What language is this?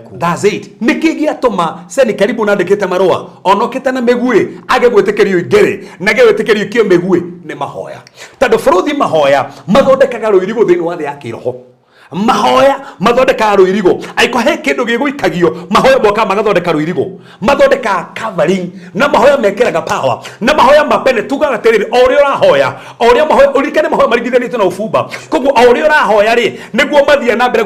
Kikuyu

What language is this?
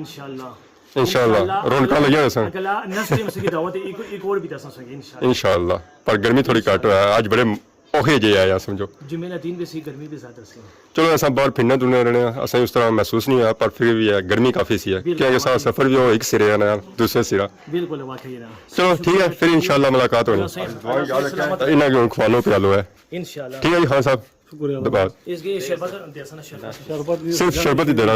Pahari-Potwari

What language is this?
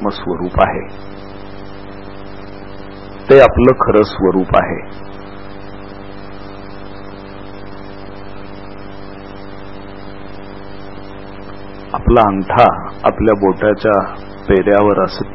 Marathi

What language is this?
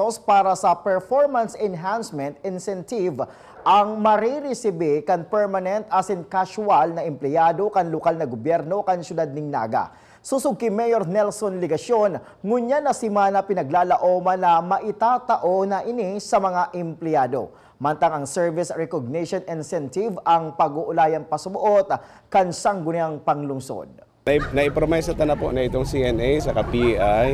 Bikol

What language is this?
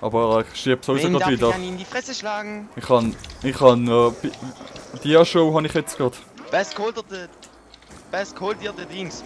Swiss German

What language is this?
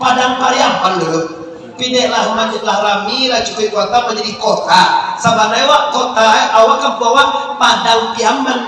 Minangkabau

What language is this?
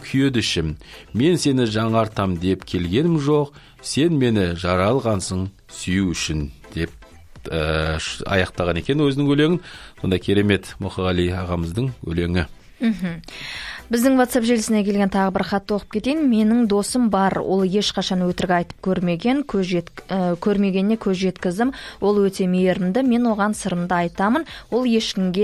Kazakh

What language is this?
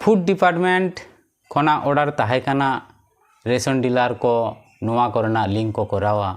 Santali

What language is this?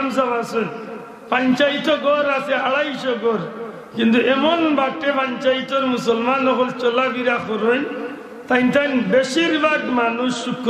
Sylheti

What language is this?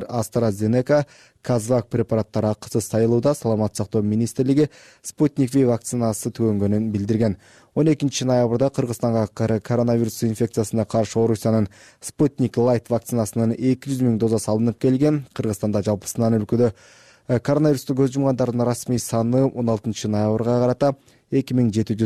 Kyrgyz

